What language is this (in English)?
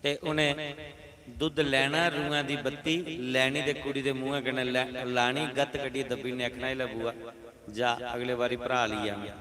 Dogri